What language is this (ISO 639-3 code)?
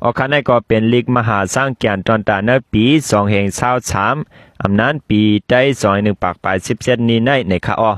shn